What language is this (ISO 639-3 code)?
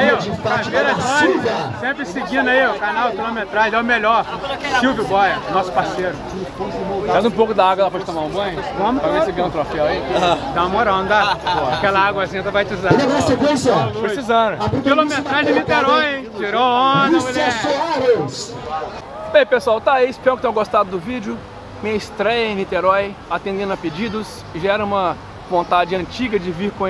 por